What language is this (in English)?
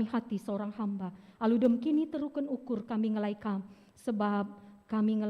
Batak Karo